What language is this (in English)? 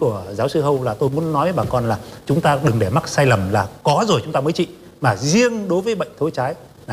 Vietnamese